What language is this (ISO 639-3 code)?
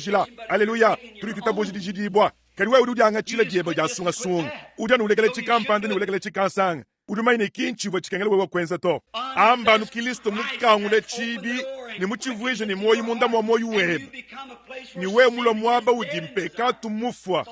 lua